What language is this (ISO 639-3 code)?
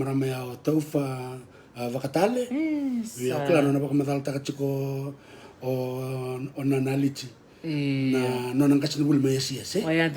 fij